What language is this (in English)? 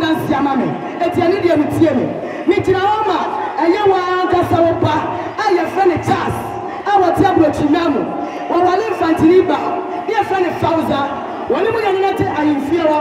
Akan